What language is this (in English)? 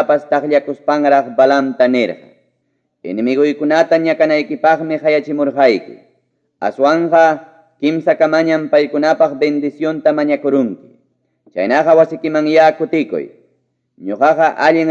Ayacucho Quechua